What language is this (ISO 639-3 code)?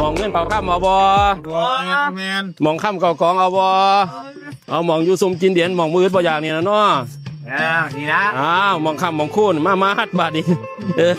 lao